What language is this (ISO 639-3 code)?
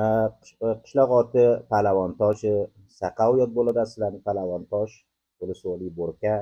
uzb